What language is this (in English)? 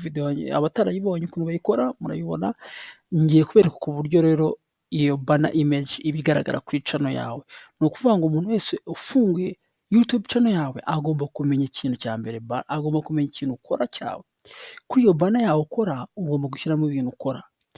Kinyarwanda